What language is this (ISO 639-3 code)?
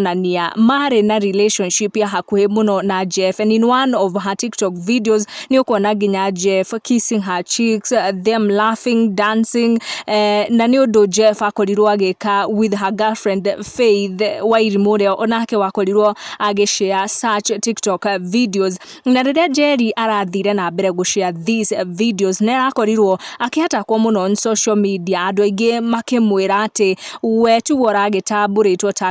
kik